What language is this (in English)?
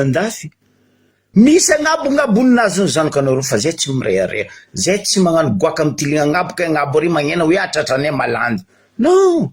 Malagasy